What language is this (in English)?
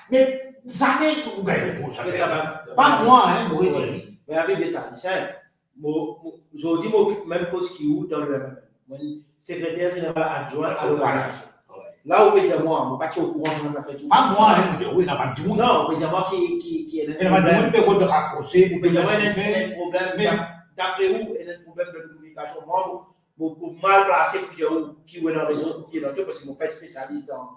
Morisyen